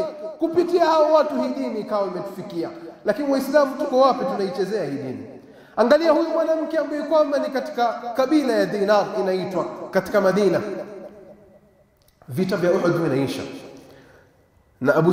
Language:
Swahili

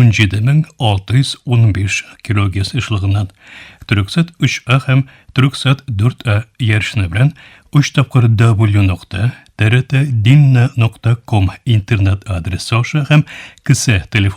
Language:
Tatar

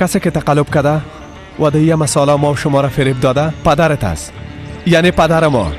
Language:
Persian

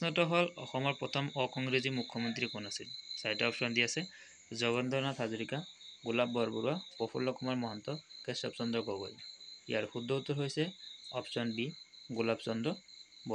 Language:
Assamese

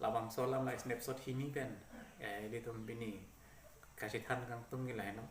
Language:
Karbi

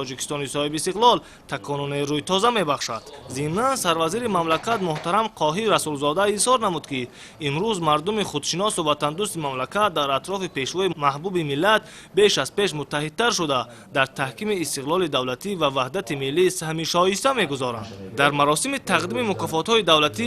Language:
Tajik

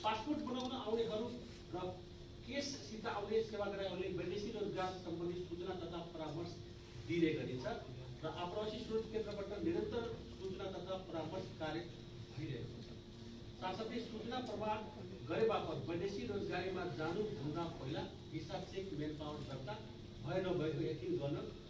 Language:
Nepali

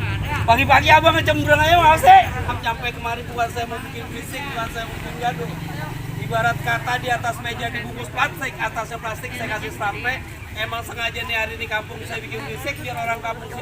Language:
Betawi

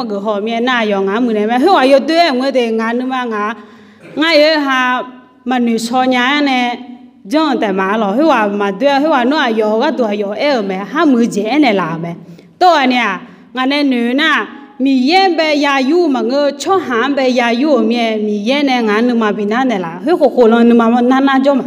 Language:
Akha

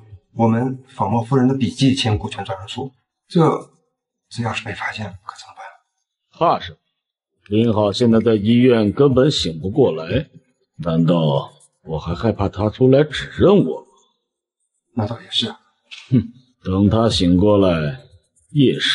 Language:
Chinese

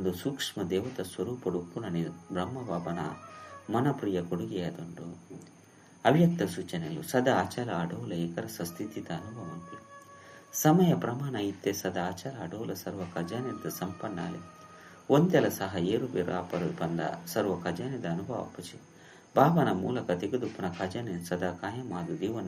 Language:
Tulu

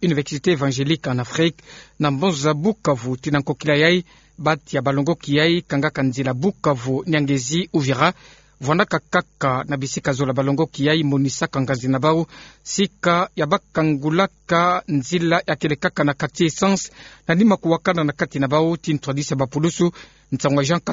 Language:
Kituba (Democratic Republic of Congo)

